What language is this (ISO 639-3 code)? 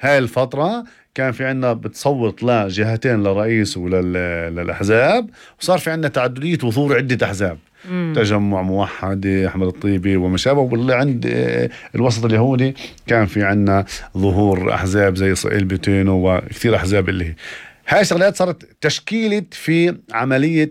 apc